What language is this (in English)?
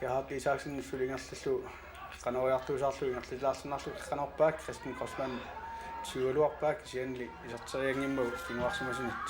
Kalaallisut